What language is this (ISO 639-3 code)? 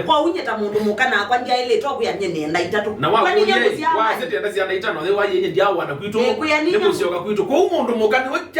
kam